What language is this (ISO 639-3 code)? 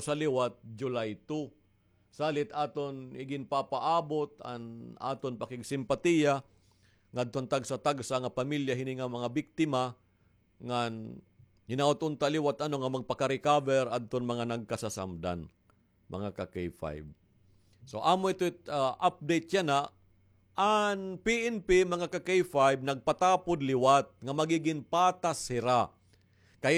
war